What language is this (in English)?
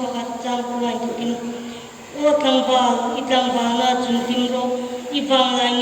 Hmar